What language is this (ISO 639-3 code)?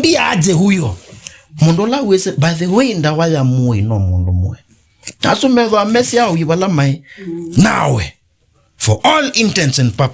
kam